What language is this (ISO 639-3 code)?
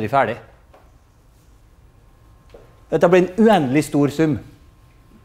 nor